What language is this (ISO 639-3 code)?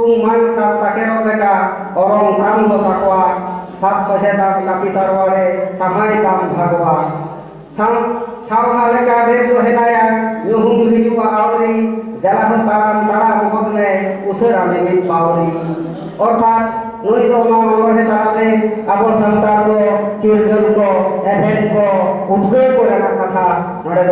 sat